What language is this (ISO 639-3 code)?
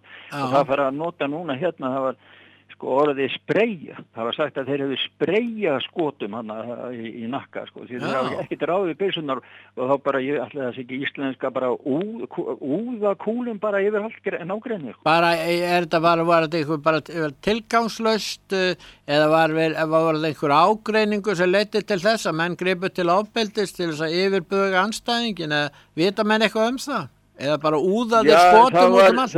isl